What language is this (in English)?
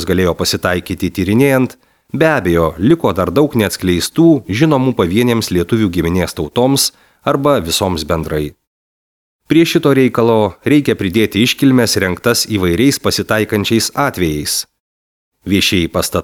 Lithuanian